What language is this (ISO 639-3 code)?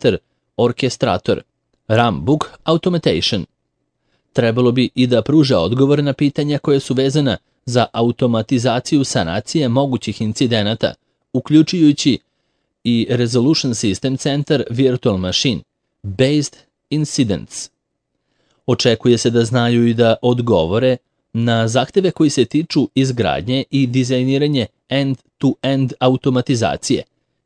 srp